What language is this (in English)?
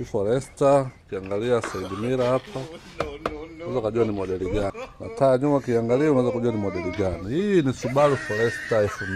Swahili